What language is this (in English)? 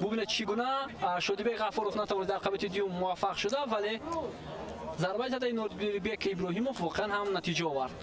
Tajik